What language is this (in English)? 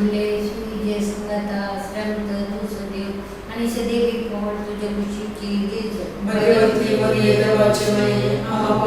Konkani